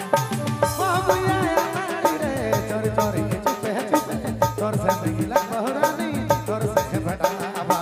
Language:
Sadri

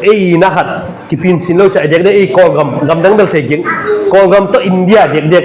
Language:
Tedim Chin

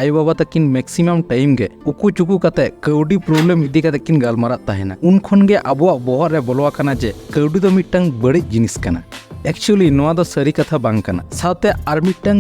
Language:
Santali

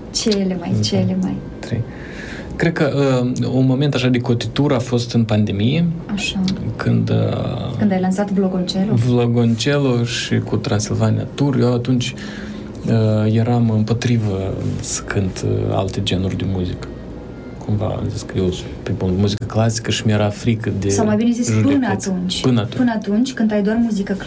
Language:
Romanian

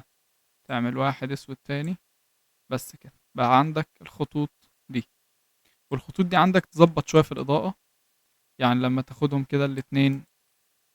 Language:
Egyptian Arabic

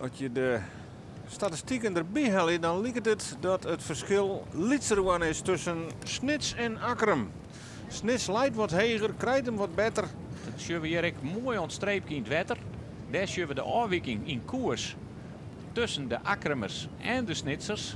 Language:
Western Frisian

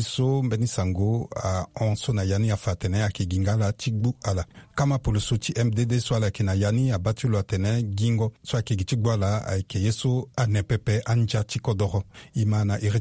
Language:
Sango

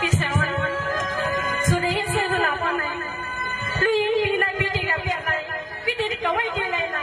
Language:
Shan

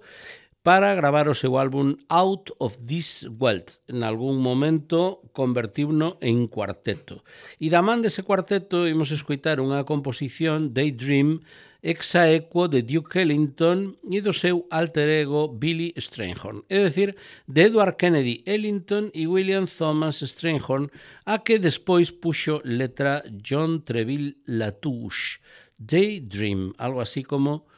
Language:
Galician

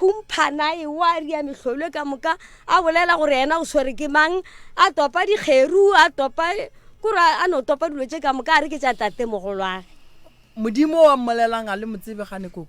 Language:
Northern Sotho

